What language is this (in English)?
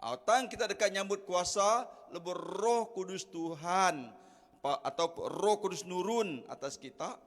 Iban